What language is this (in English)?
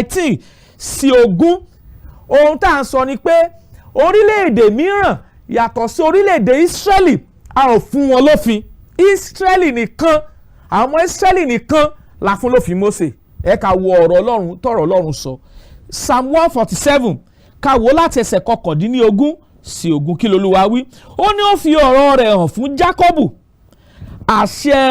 Yoruba